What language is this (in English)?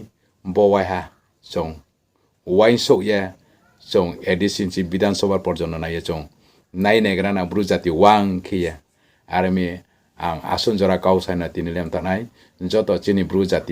Riang (India)